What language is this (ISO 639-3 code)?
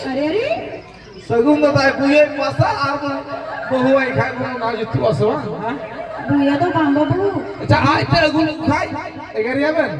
sat